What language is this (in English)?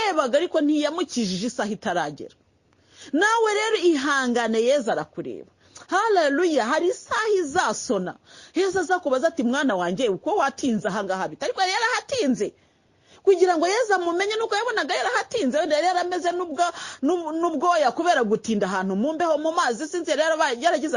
Kinyarwanda